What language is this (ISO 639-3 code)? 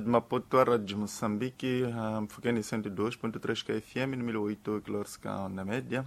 tso